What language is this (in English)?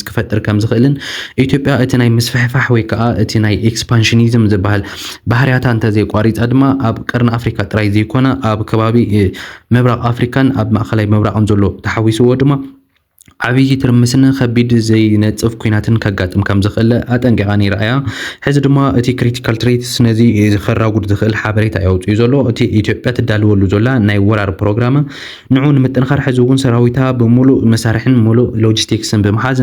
Tigrinya